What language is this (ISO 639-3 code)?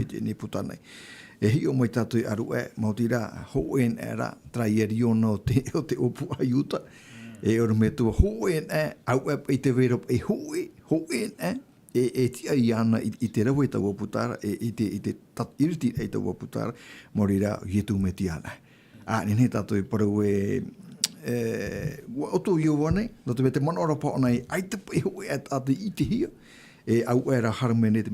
tah